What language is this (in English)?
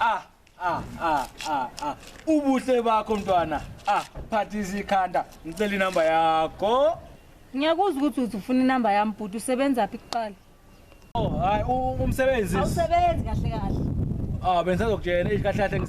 Zulu